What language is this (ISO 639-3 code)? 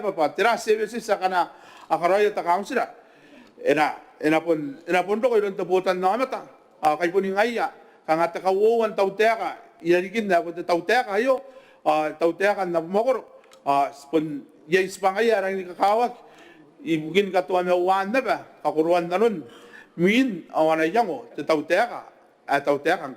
gil